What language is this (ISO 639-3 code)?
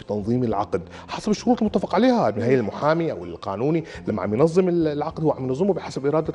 apc